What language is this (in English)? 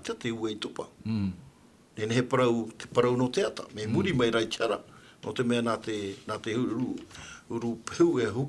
Tahitian